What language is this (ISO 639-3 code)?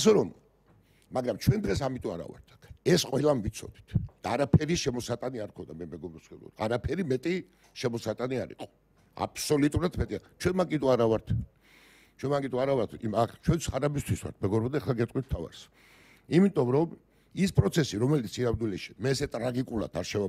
kat